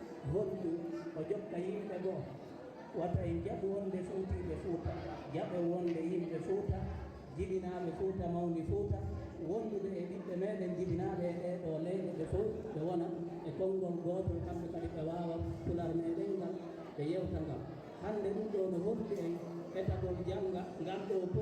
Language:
Fula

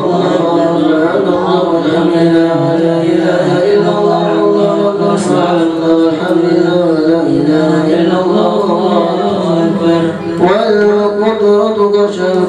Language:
Arabic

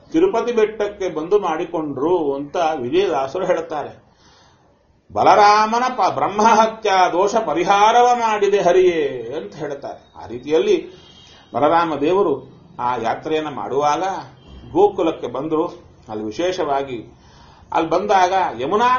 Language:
Kannada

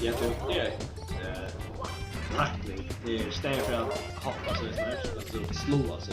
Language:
Faroese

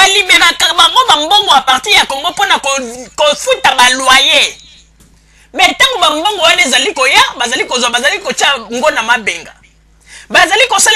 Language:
Lingala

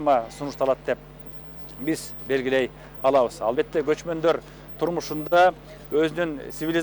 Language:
Kyrgyz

